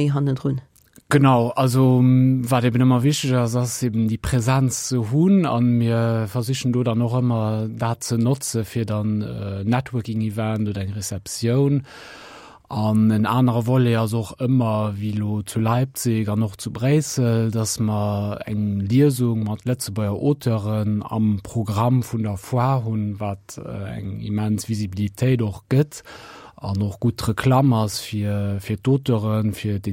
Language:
Luxembourgish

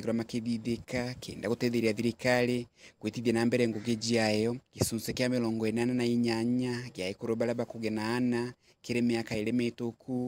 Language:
Meru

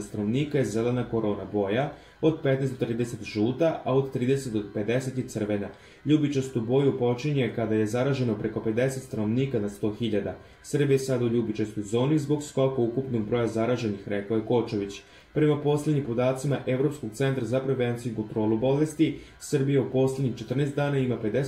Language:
Serbian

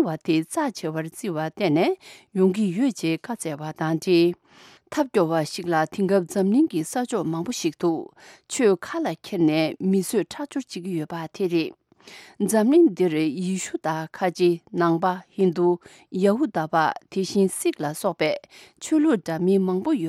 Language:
Tibetan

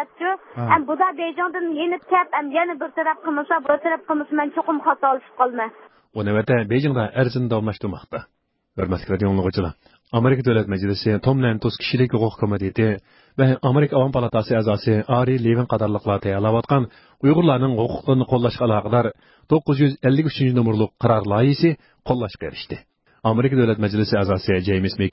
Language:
Uyghur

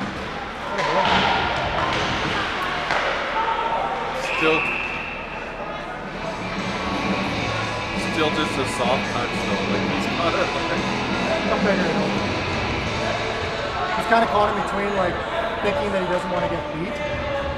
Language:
English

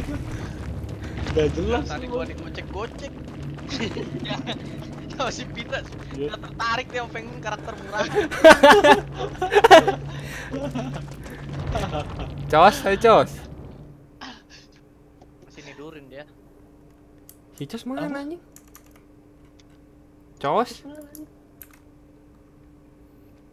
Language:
Indonesian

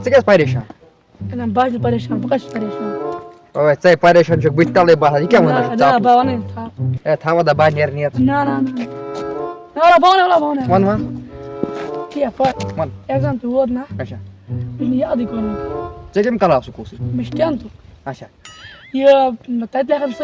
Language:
Kashmiri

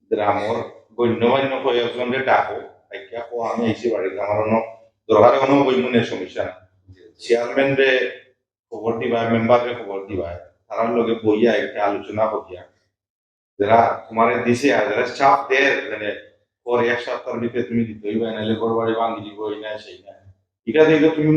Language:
Sylheti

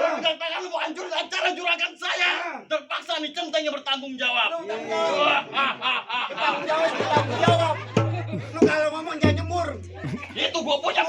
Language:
Betawi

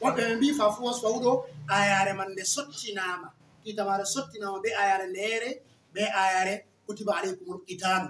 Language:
Fula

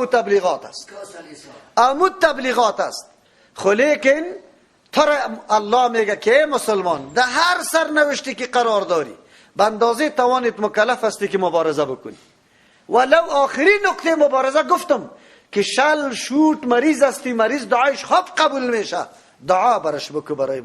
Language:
Persian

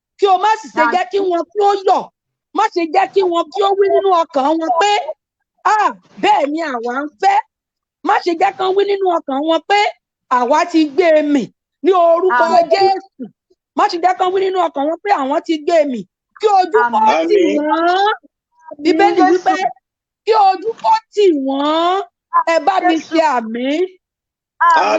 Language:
Yoruba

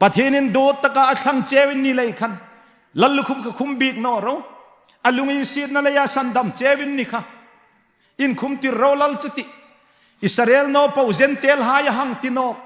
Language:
Hmar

